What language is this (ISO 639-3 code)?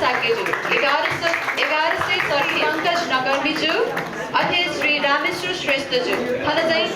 new